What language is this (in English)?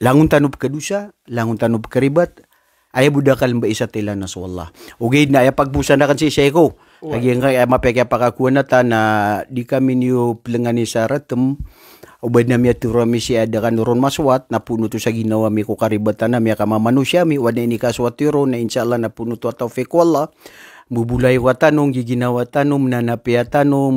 Maranao